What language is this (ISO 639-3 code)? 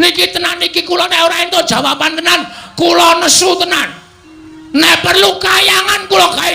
jav